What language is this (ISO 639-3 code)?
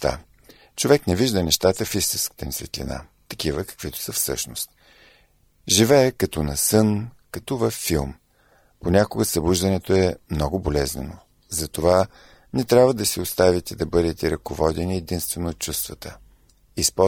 bul